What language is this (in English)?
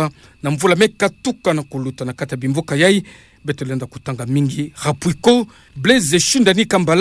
Kituba (Democratic Republic of Congo)